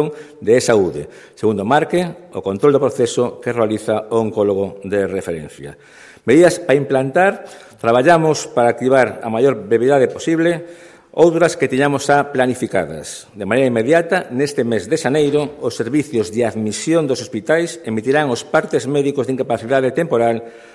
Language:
Galician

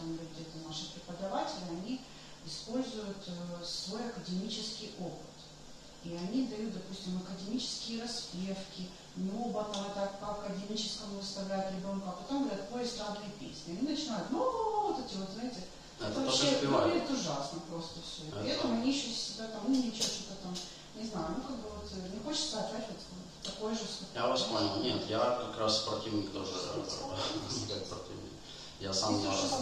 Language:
Russian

